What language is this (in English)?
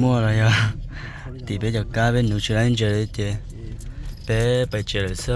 Hmong